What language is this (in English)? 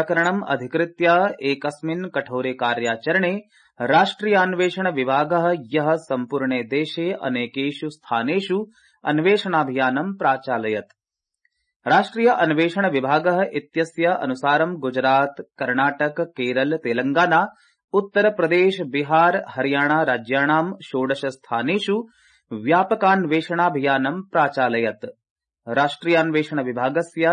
Sanskrit